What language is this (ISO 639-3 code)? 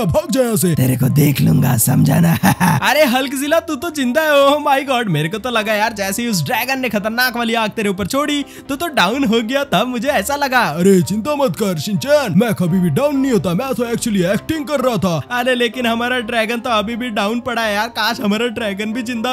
hin